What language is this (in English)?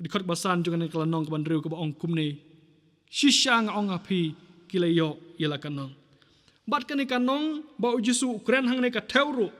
Khasi